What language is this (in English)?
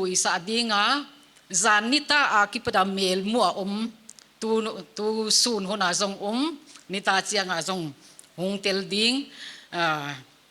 Paite Chin